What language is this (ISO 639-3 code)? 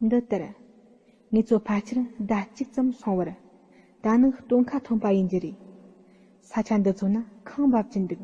bod